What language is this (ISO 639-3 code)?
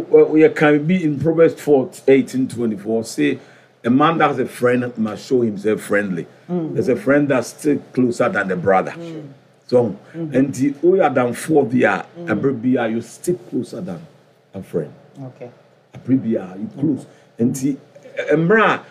aka